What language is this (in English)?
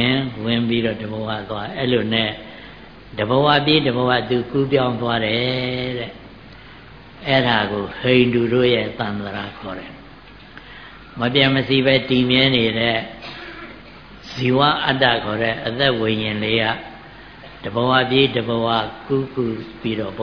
Burmese